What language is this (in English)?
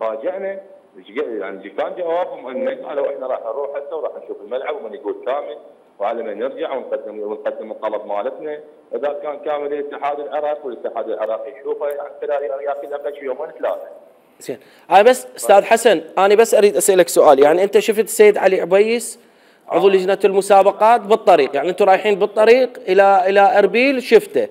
Mesopotamian Arabic